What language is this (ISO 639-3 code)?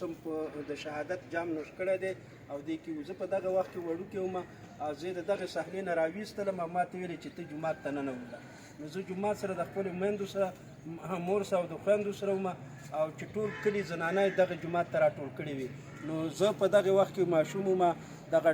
pus